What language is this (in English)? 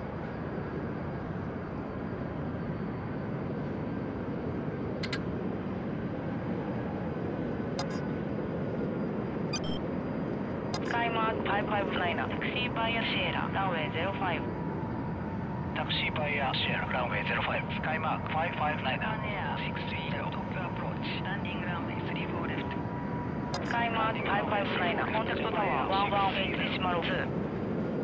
Japanese